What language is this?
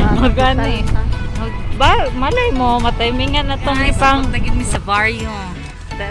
Cebuano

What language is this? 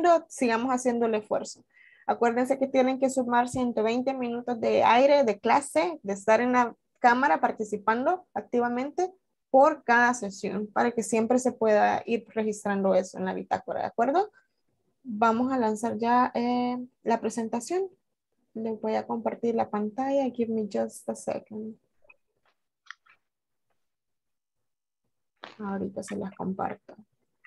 Spanish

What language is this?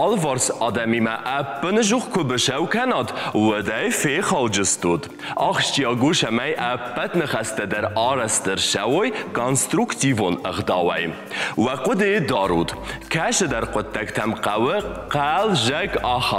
Ossetic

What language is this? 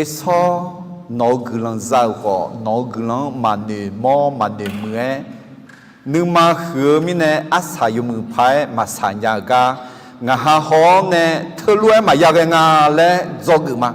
Akha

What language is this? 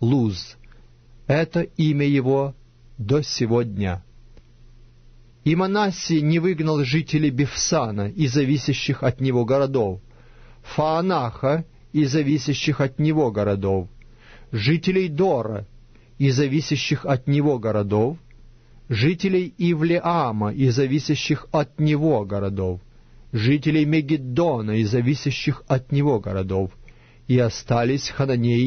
Russian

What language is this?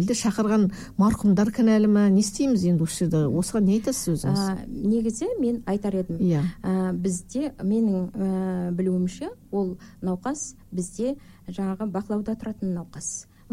Kazakh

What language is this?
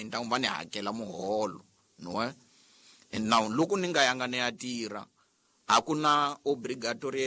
Tsonga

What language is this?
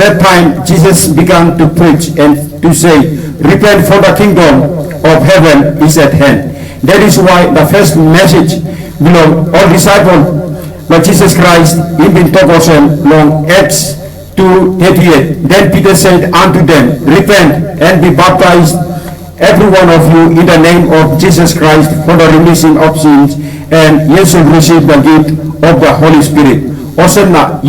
Tok Pisin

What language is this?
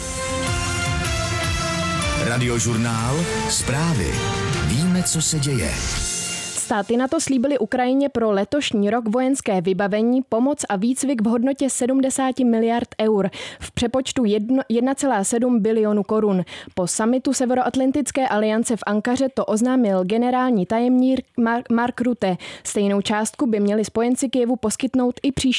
Czech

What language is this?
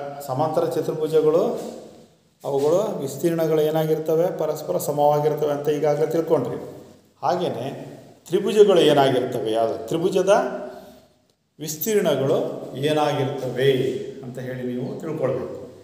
Kannada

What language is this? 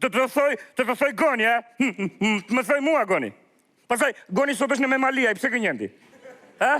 Albanian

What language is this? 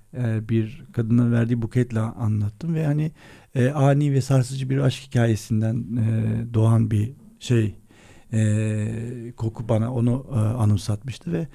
Turkish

